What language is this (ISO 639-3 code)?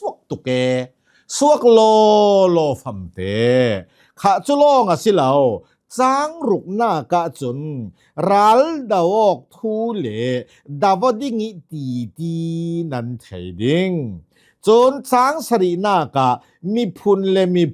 cnh